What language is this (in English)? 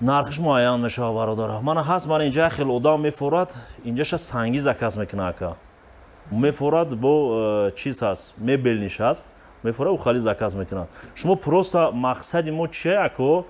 Tajik